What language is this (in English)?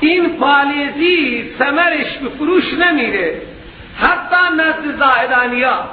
Persian